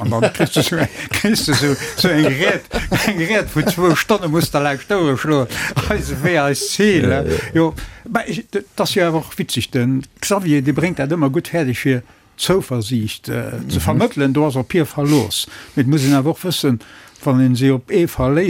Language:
Luxembourgish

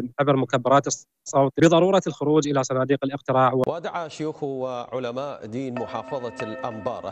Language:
Mesopotamian Arabic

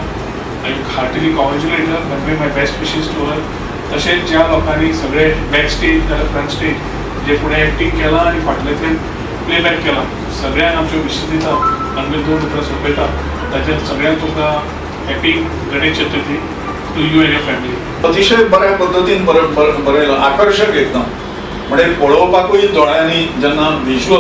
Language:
Konkani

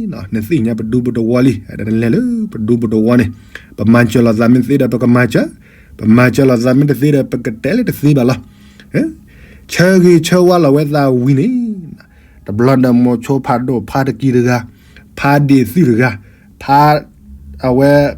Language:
S'gaw Karen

